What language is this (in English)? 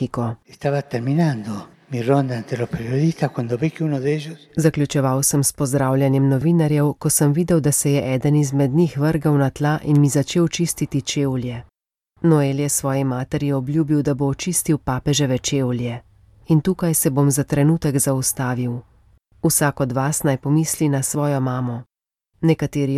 Slovenian